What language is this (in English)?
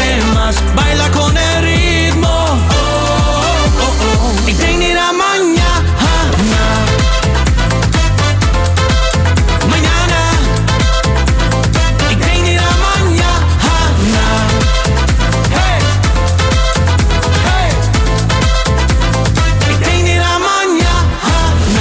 Dutch